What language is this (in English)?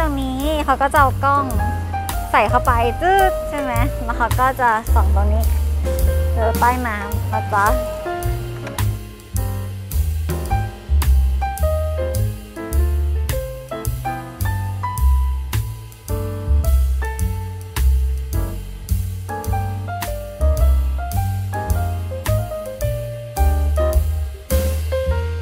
Thai